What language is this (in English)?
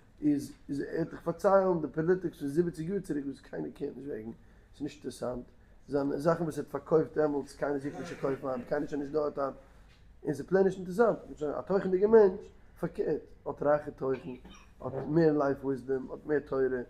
Yiddish